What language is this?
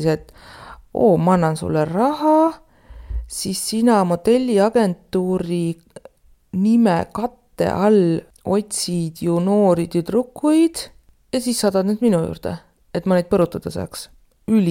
Estonian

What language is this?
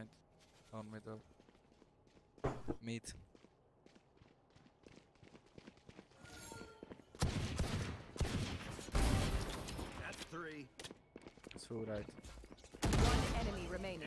Romanian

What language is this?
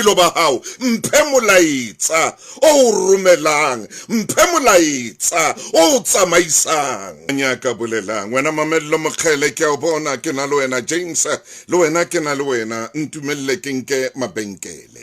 Southern Sotho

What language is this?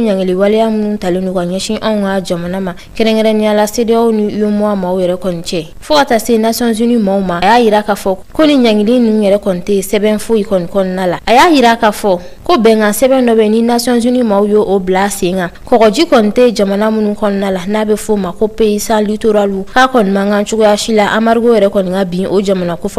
Bambara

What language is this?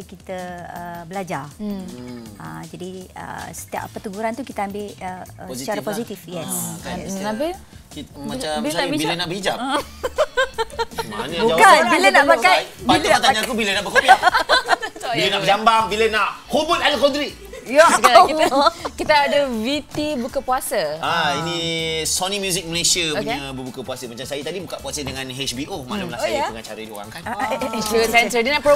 Malay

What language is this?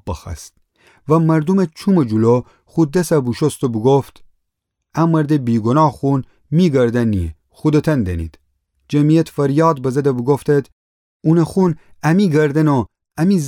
Gilaki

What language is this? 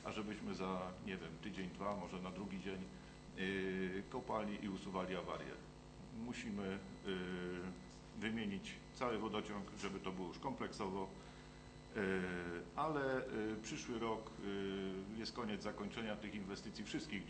Polish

